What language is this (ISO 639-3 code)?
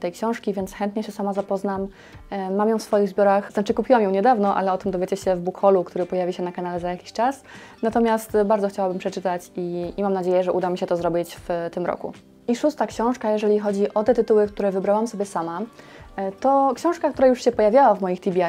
pol